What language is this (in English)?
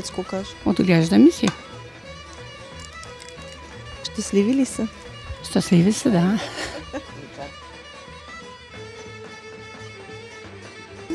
Bulgarian